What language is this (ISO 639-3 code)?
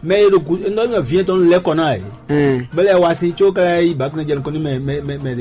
fon